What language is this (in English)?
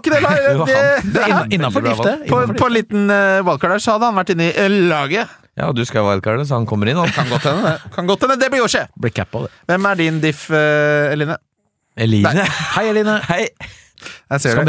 Norwegian